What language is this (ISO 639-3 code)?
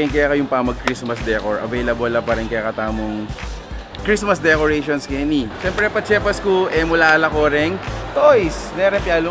pam